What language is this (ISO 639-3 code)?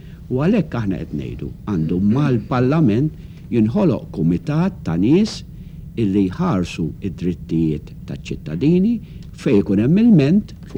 mlt